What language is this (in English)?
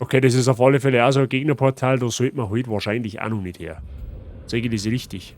Bavarian